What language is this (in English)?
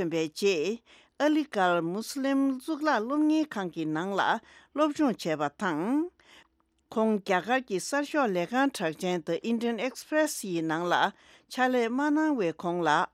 Tibetan